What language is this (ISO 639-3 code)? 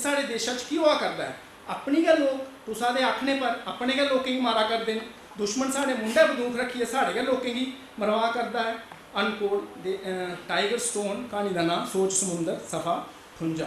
doi